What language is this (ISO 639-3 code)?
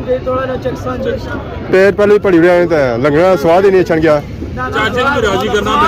phr